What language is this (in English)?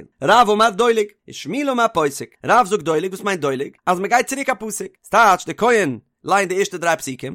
Yiddish